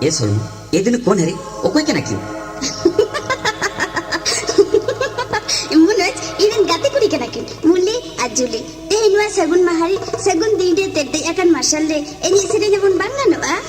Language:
Santali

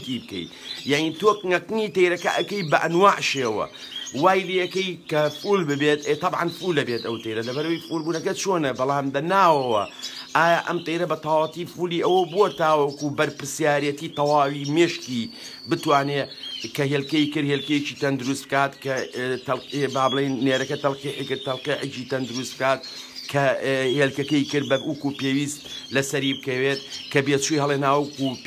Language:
Central Kurdish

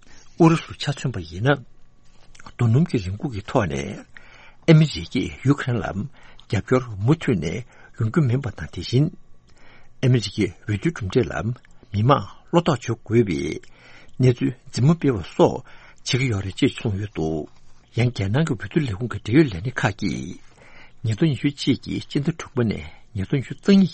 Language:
Tibetan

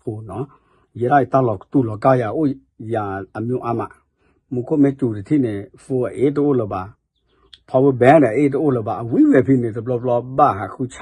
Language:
S'gaw Karen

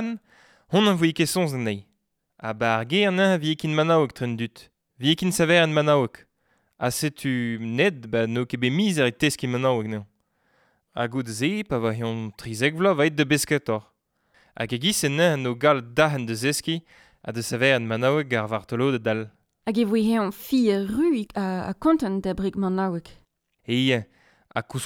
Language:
Breton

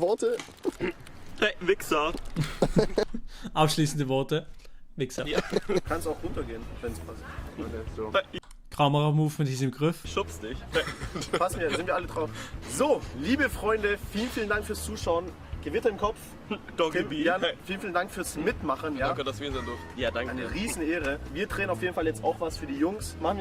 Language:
Swiss German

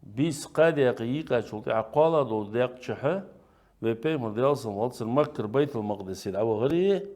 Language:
Ingush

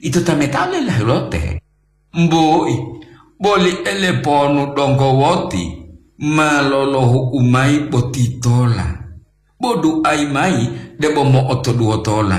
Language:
Gorontalo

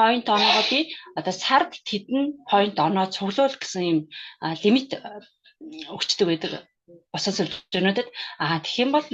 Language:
Mongolian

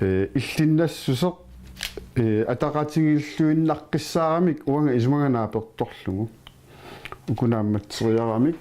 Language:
Kalaallisut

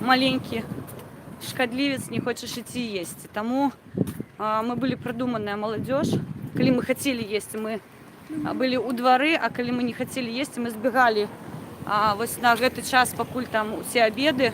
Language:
Belarusian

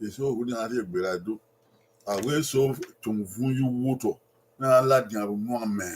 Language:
Bini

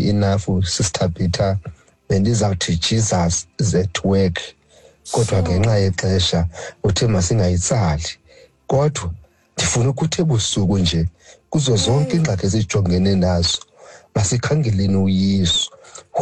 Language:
Xhosa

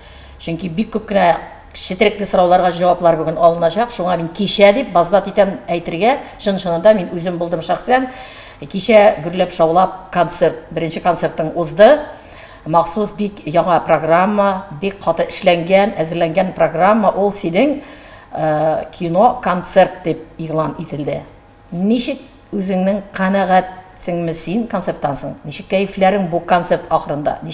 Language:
Tatar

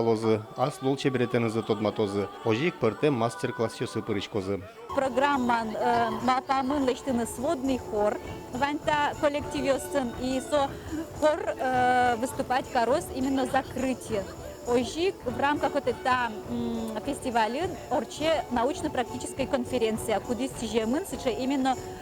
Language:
Udmurt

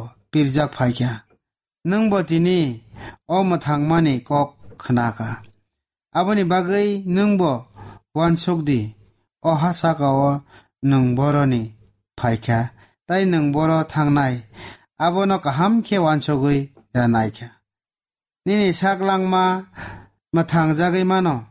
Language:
Kok Borok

